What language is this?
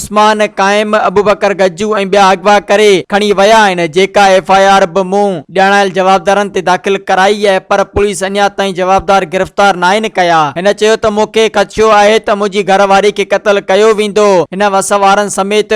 Sindhi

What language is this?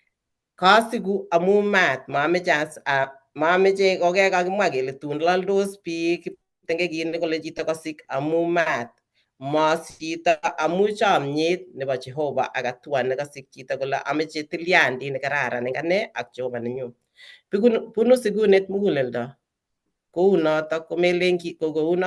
Kalenjin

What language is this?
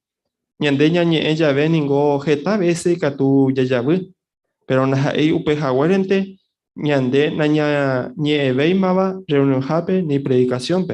Guarani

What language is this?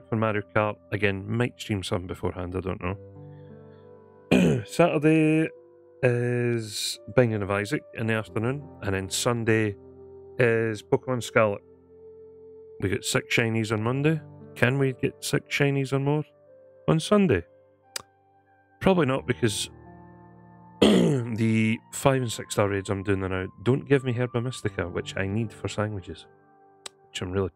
English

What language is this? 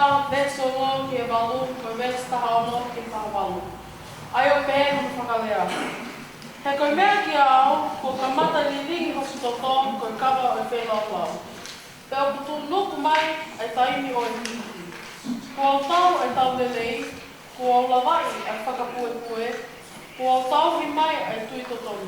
Tongan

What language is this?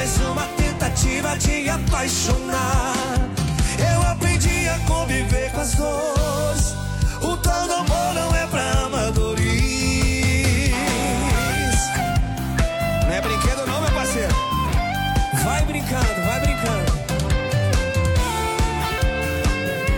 Portuguese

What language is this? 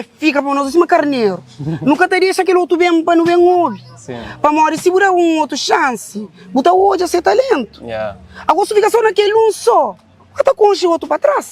Kabuverdianu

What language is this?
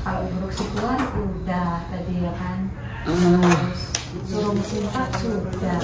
Banjar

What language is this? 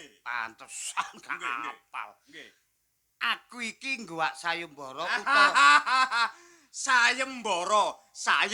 Javanese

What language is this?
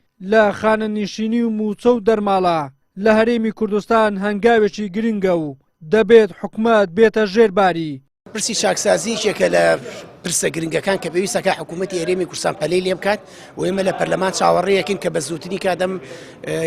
Central Kurdish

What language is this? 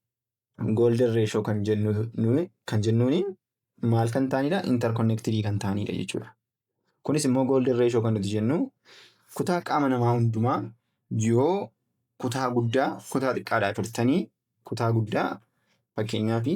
Oromo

